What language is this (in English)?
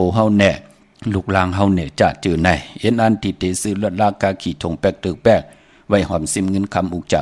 Shan